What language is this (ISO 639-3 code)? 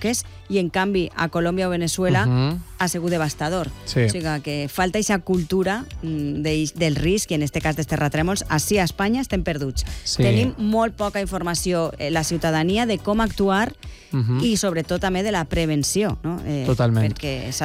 cat